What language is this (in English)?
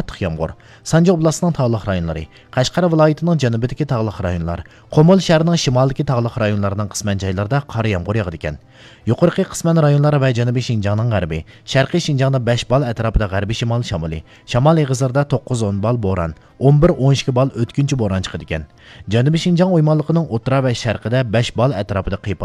Uyghur